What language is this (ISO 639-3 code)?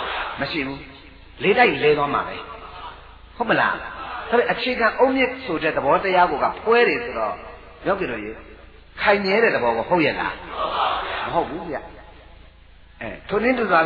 mya